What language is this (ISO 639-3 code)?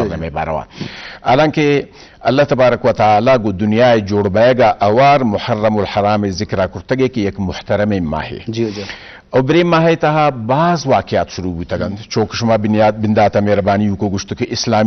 bgp